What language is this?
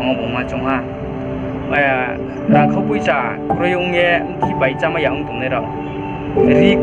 Riang (India)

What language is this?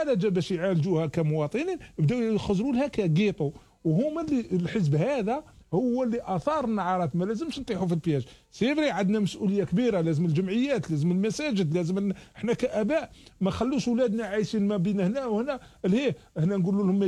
Algerian Arabic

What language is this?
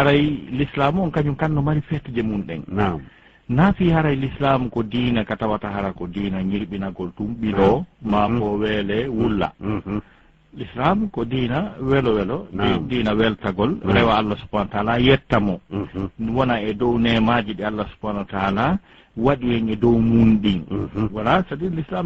Fula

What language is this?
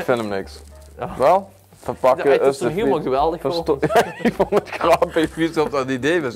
Limburgish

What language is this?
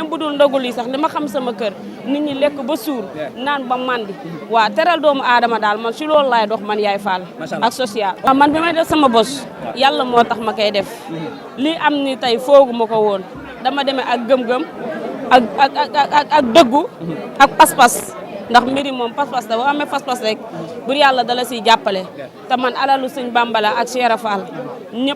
Wolof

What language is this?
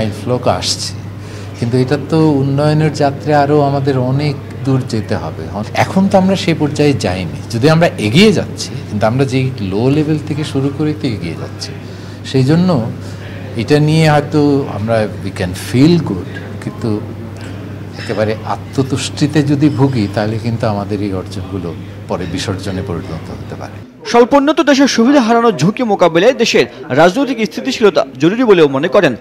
Bangla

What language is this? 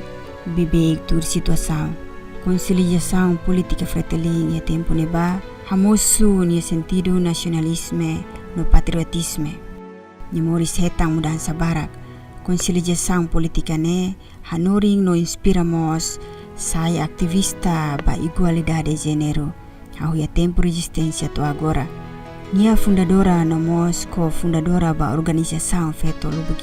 Tetum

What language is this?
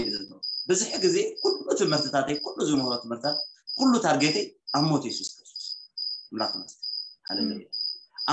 Tigrinya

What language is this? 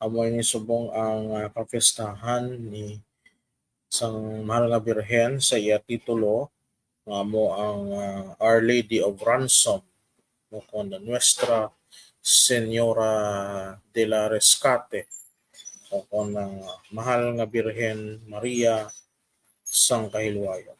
Hiligaynon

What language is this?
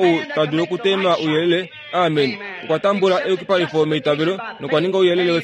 Kuanyama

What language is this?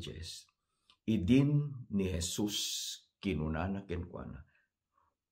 Iloko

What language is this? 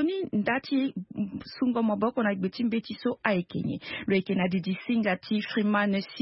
Sango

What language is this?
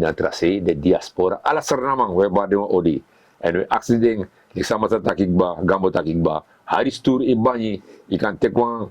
Sranan Tongo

